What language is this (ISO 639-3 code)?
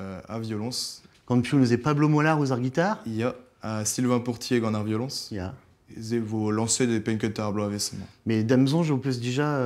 bre